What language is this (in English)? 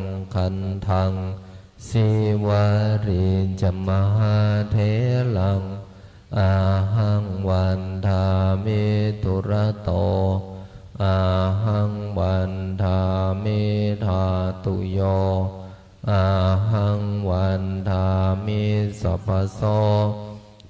Pali